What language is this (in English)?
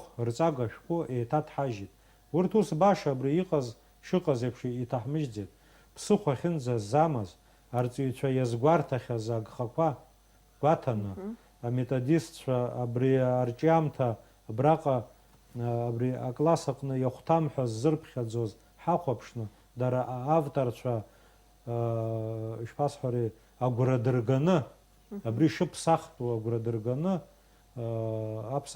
Abkhazian